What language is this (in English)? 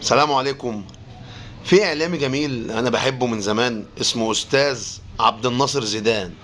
Egyptian Arabic